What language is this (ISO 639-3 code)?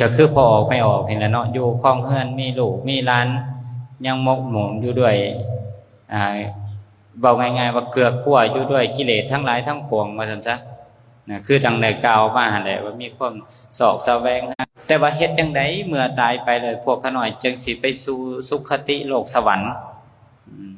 lao